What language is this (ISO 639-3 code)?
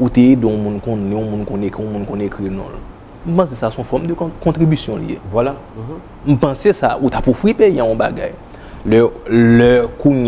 hat